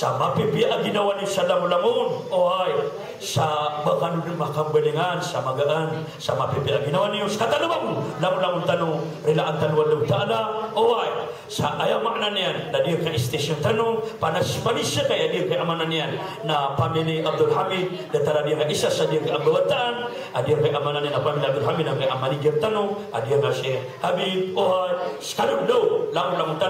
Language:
Maranao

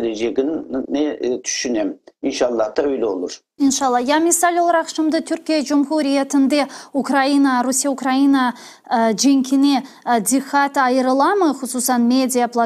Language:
Crimean Tatar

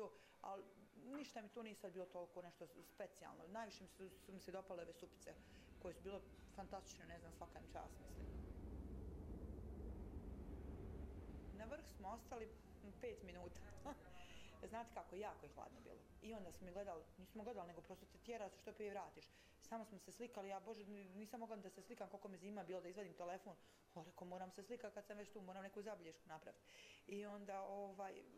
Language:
Bosnian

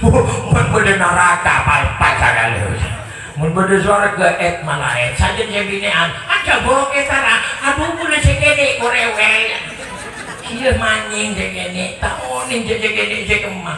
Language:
Madurese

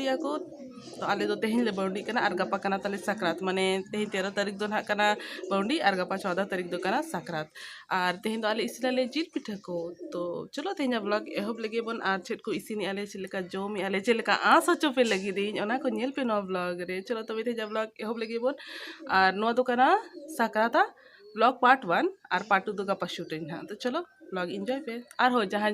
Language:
Santali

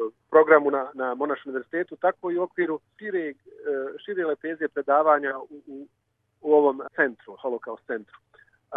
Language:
Bosnian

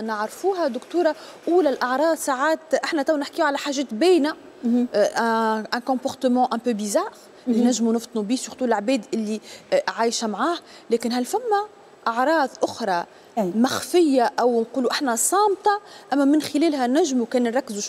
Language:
Tunisian Arabic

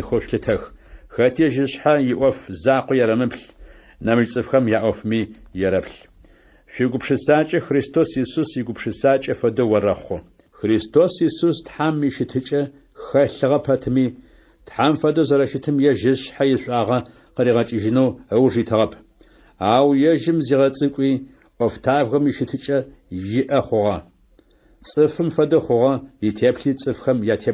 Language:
Adyghe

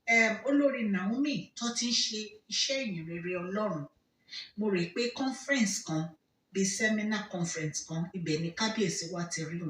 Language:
Yoruba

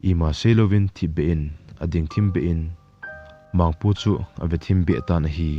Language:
Thado Chin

